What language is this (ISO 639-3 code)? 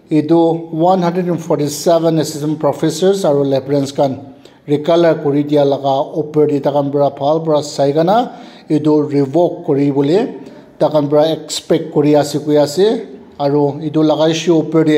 nag